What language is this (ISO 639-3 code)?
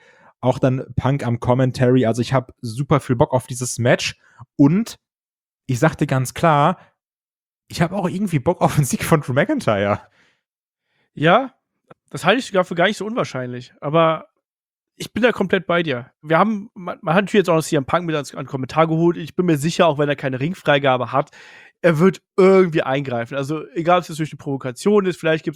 deu